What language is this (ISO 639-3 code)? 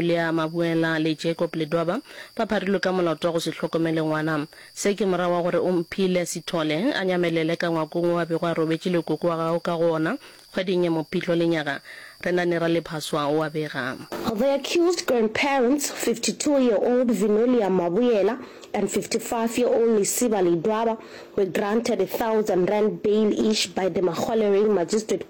nso